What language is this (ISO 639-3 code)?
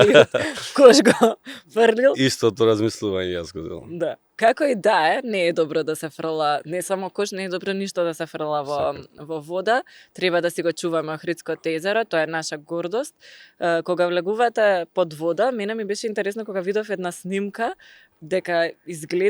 mkd